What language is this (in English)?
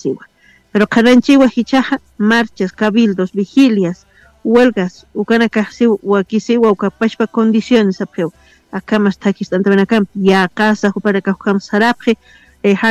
Aymara